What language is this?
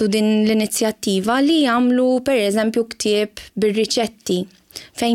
Maltese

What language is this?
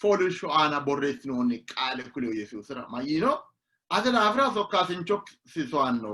Sidamo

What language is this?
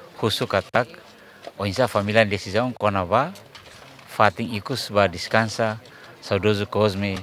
Tetum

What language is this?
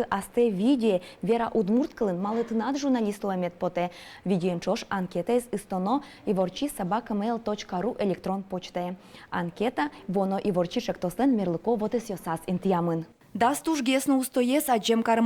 Udmurt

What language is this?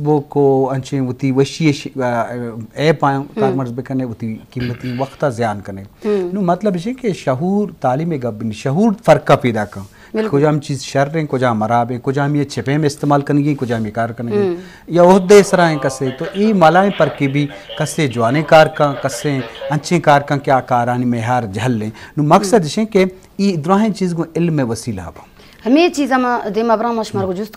Baluchi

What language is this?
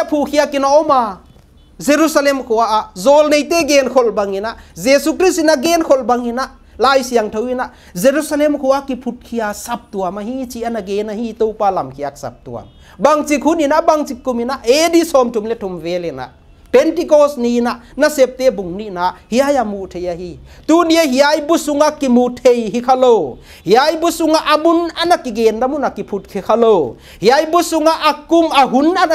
Paite Chin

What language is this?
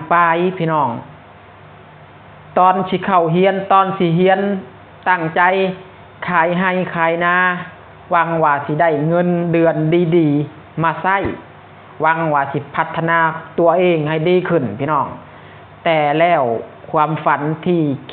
Lao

